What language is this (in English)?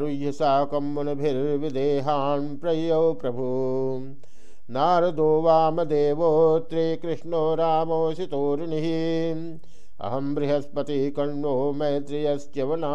Sanskrit